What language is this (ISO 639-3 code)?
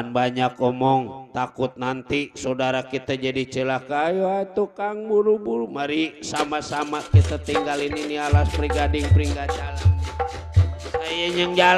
bew